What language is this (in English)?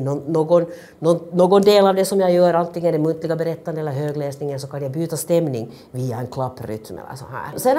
Swedish